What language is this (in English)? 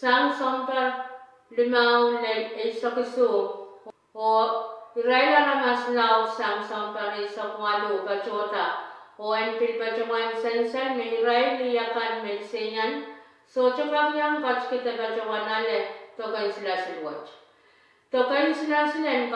Pohnpeian